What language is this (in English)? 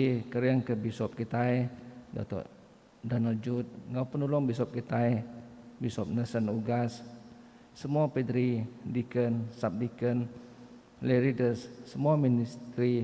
Iban